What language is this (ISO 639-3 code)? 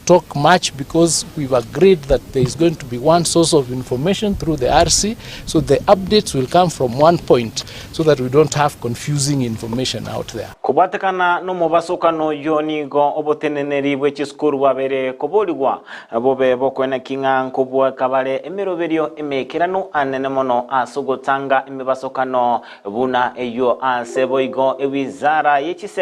guz